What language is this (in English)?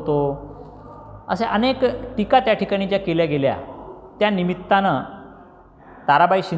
Marathi